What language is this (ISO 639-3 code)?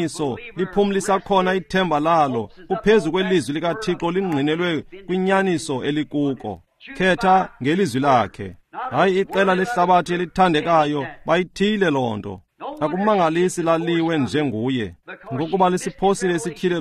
xho